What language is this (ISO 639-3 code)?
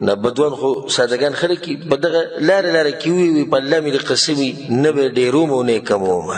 pus